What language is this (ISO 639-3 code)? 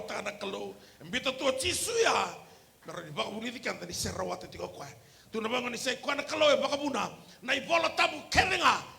fij